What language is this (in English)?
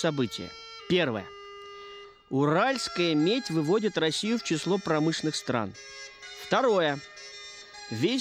Russian